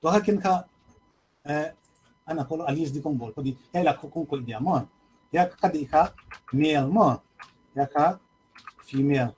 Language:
Paite Chin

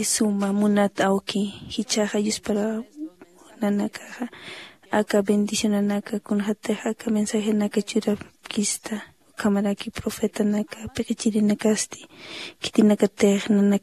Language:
Aymara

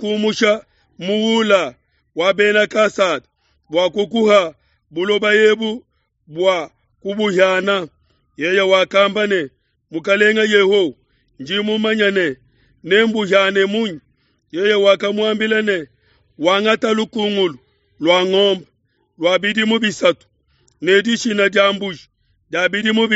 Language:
Luba-Lulua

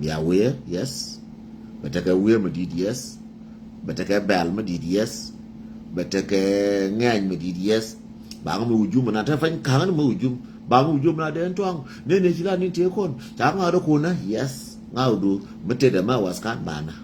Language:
Nuer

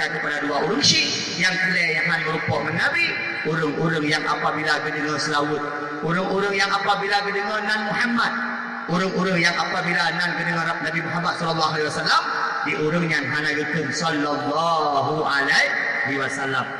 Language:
Achinese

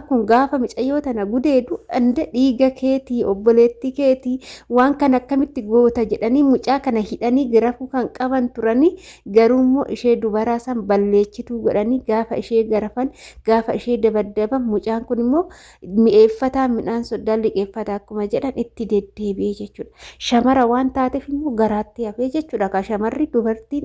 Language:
Oromo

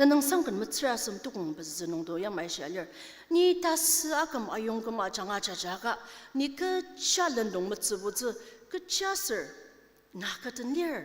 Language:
Ao Naga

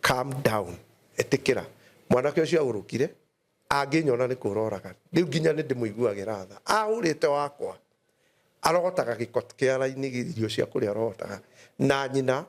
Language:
Kikuyu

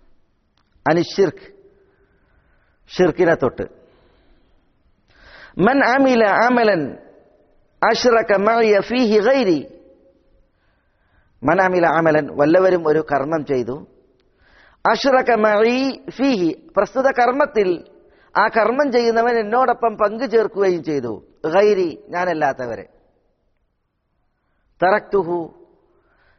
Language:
Malayalam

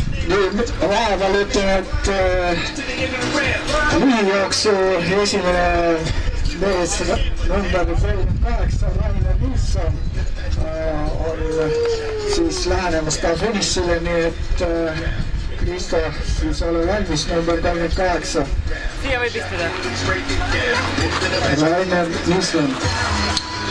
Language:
Estonian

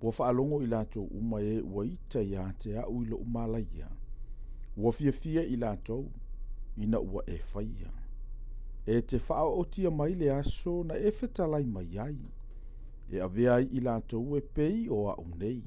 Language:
Samoan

